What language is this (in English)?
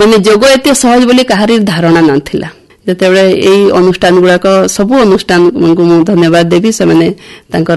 Odia